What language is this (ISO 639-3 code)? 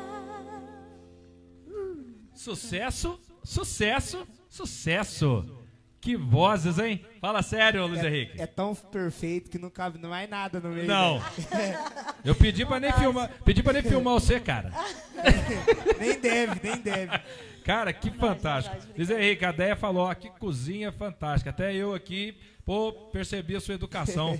por